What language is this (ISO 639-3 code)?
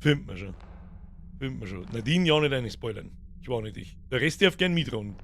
bar